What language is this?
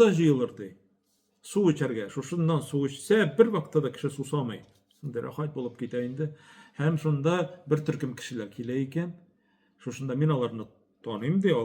Tatar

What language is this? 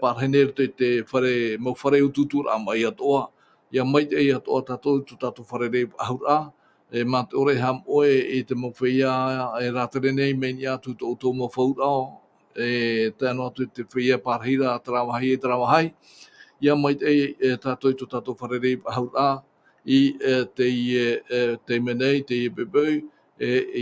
Tahitian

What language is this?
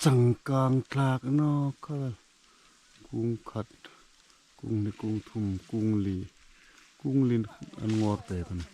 Hmar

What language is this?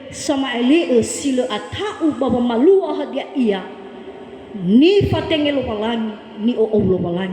Nias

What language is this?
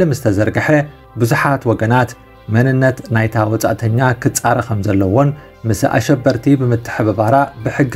Tigrinya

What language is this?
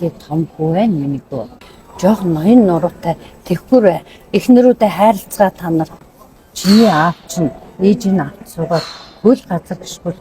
Mongolian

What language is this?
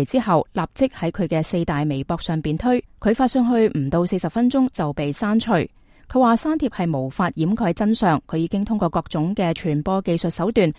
Cantonese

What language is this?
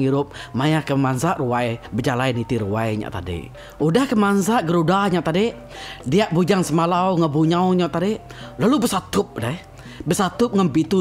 Iban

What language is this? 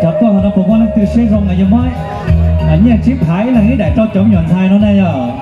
Hmong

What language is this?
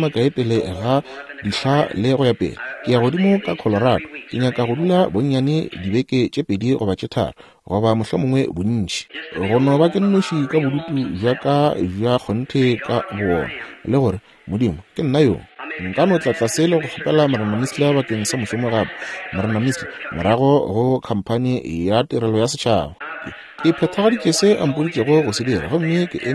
Northern Sotho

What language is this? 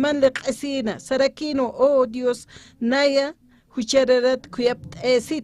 Aymara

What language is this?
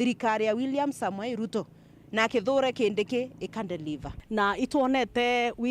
Meru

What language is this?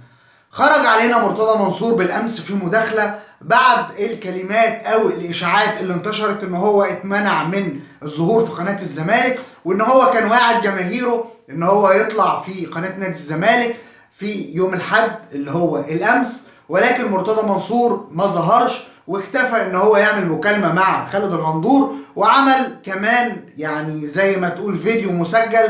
Egyptian Arabic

